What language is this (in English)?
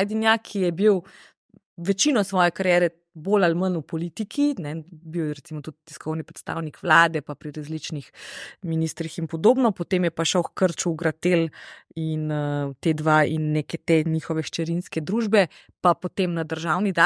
Slovenian